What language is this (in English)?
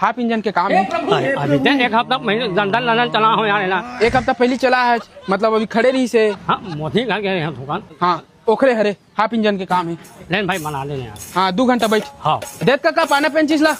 Chhattisgarhi